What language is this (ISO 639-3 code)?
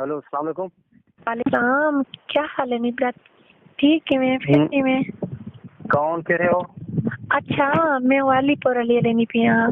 skr